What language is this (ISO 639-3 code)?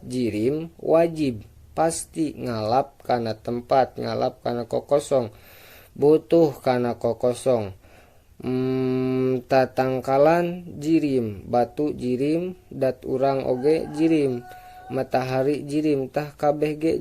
sun